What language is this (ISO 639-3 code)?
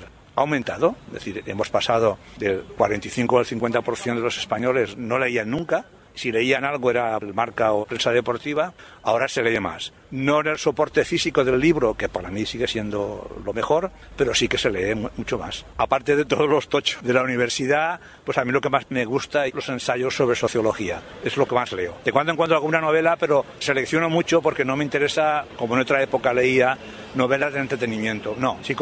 spa